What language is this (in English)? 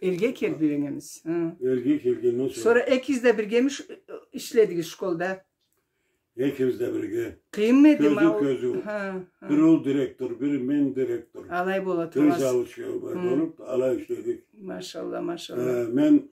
Karachay-Balkar